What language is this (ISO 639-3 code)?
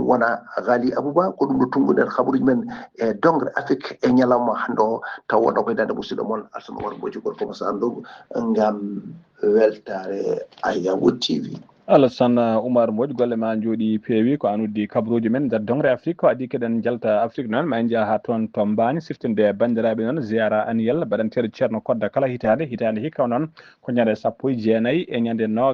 ful